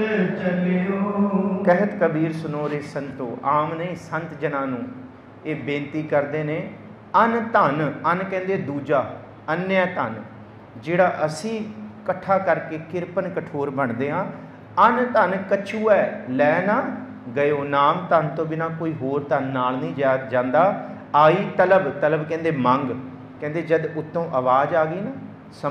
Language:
Punjabi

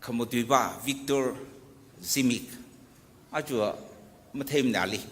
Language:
Tangkhul Naga (India)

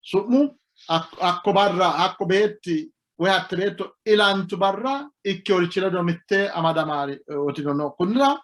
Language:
Sidamo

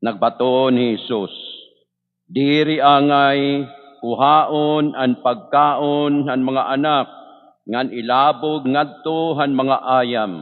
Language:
Waray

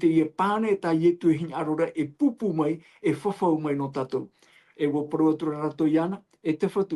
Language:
Tahitian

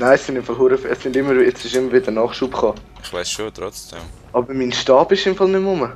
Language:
Swiss German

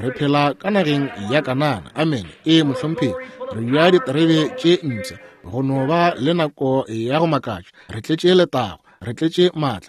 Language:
Northern Sotho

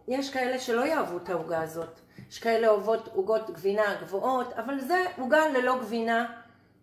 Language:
Hebrew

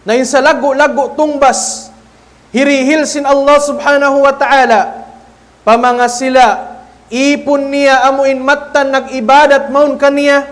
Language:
Tausug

